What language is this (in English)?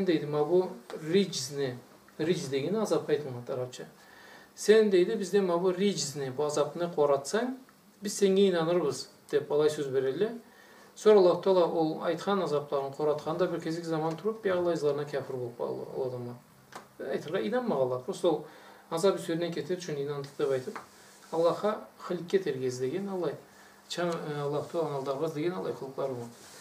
Karachay-Balkar